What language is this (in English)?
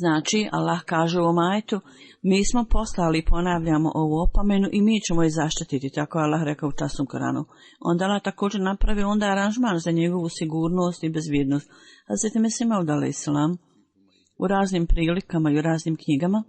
Bosnian